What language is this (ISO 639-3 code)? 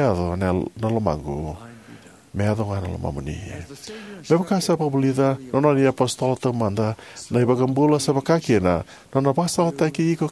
fij